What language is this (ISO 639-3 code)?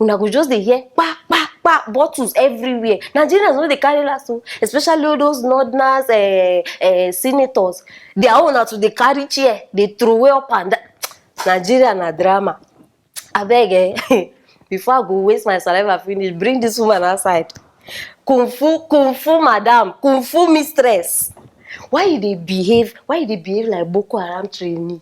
pcm